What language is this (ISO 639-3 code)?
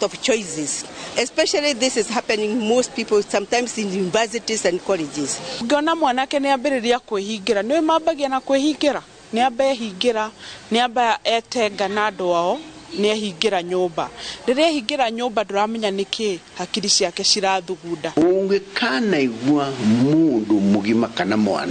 kik